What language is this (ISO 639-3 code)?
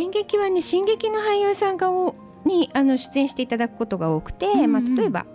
jpn